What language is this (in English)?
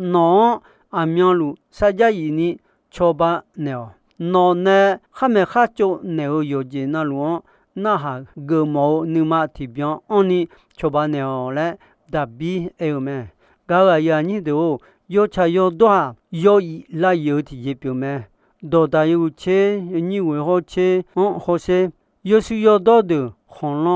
Akha